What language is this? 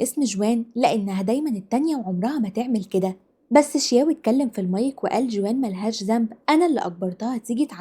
Egyptian Arabic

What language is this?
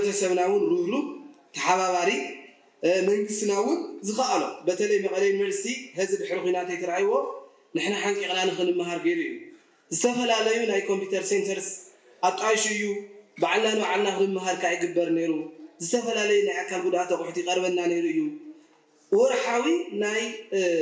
Tigrinya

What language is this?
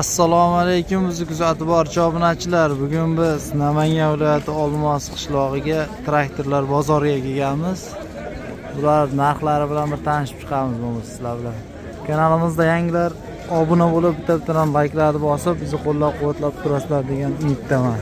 Uzbek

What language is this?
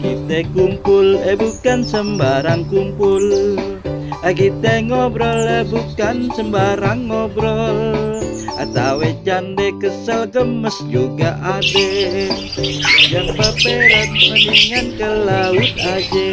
Betawi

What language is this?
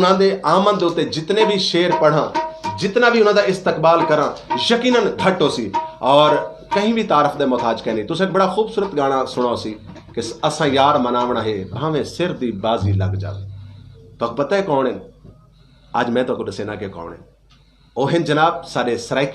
Saraiki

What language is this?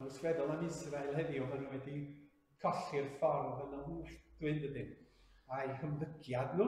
Welsh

